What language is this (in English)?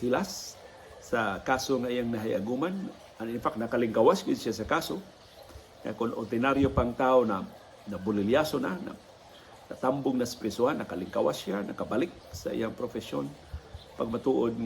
Cebuano